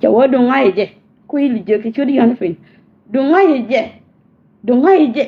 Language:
Nuer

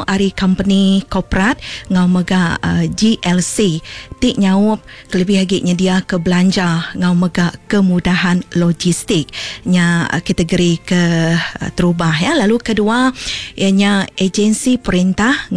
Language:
Iban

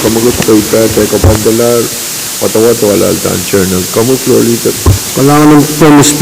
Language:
Pohnpeian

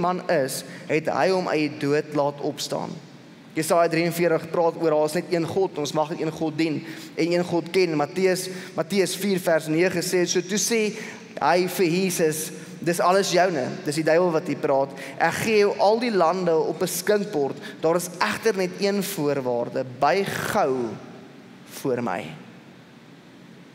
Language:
Afrikaans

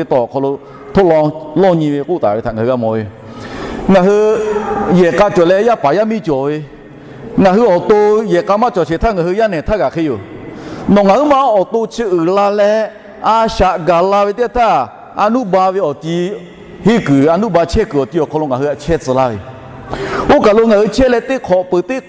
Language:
Lahu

